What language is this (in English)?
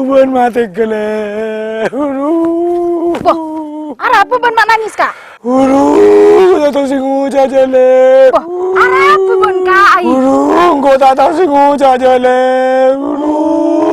Madurese